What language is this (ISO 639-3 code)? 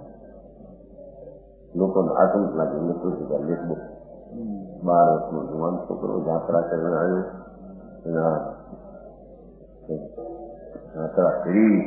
guj